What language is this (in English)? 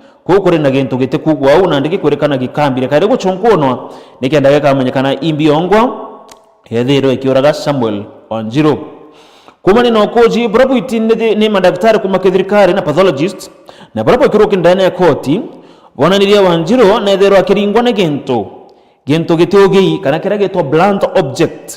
Meru